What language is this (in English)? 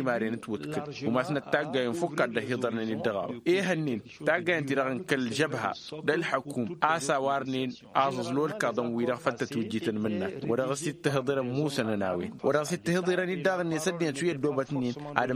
Tamasheq